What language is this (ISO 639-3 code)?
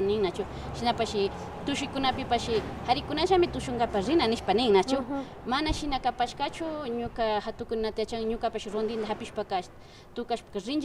qvi